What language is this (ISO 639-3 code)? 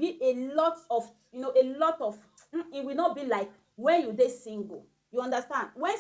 pcm